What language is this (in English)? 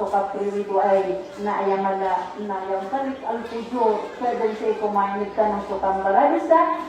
Maranao